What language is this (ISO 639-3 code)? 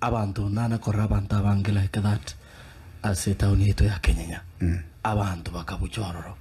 guz